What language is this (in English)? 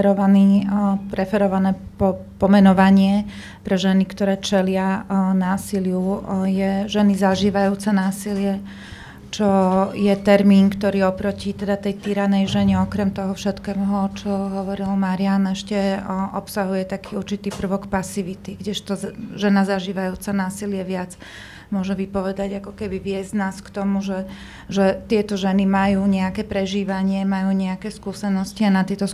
Slovak